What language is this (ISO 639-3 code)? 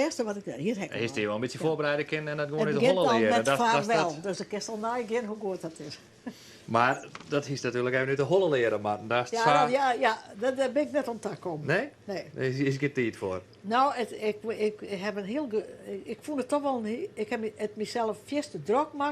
fry